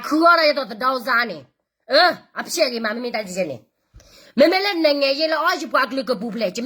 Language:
S'gaw Karen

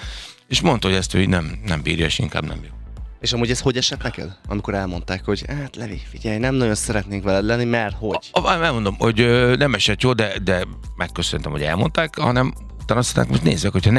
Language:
Hungarian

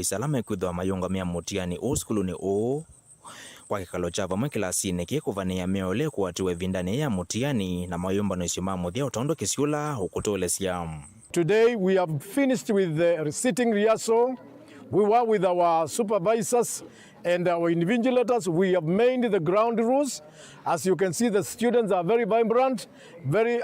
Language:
Kamba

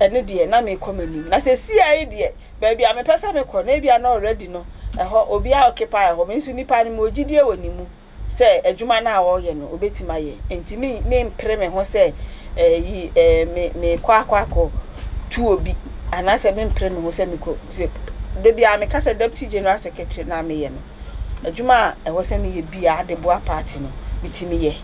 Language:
Akan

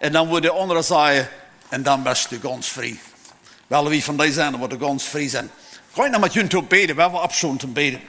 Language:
Plautdietsch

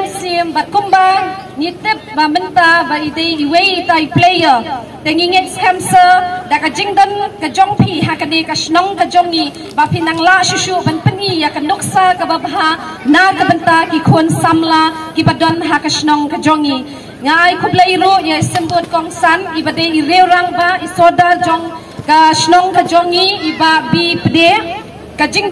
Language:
Khasi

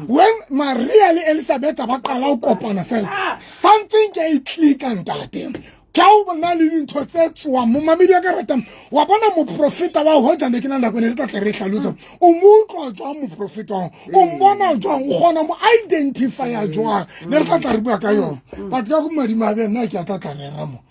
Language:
Southern Sotho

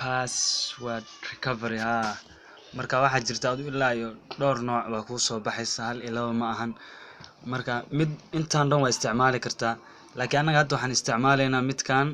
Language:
Somali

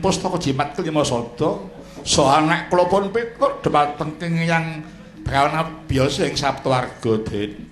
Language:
Javanese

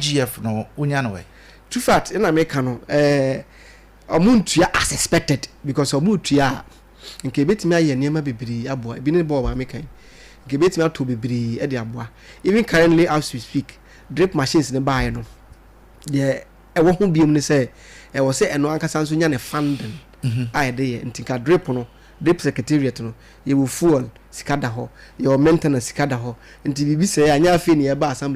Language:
Akan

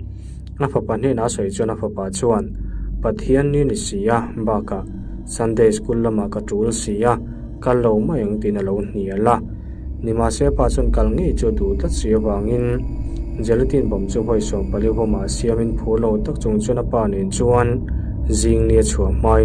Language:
Mizo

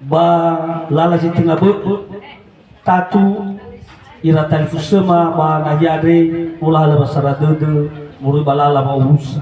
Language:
Nias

